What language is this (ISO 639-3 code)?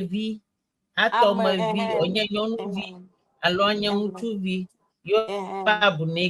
ewe